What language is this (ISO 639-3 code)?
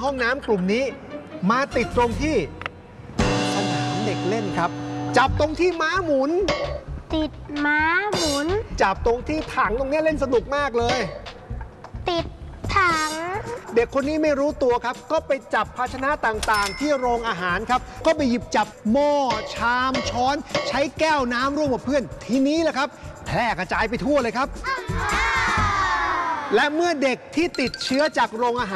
tha